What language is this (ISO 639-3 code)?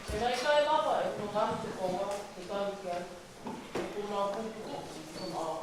ton